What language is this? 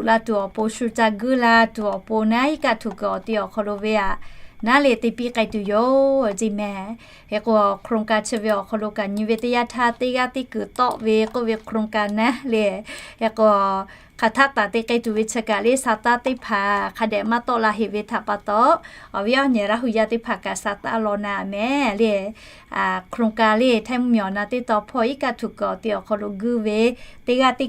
Lahu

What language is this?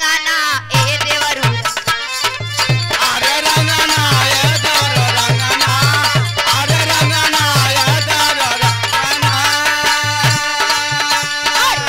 Bhojpuri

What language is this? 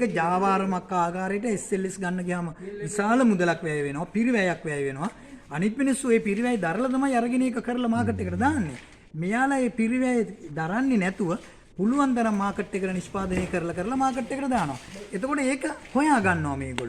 Sinhala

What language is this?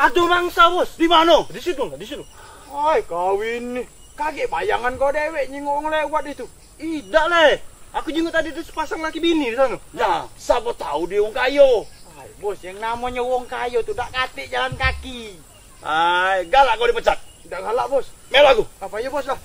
Musi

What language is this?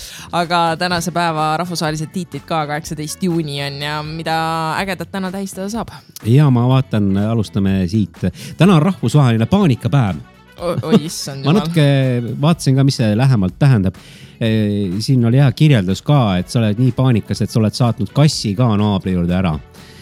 Estonian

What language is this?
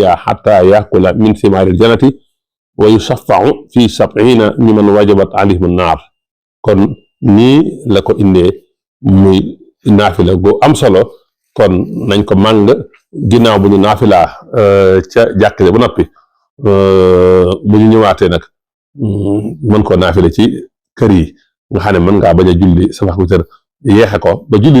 Wolof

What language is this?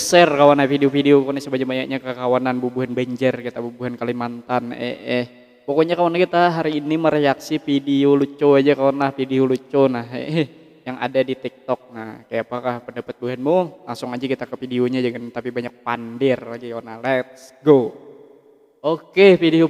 Banjar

